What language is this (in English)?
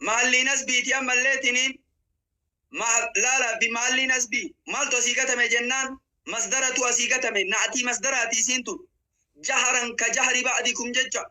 Oromo